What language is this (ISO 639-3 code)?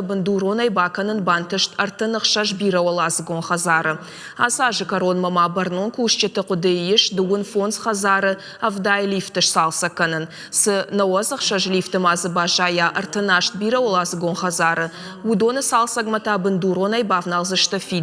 oss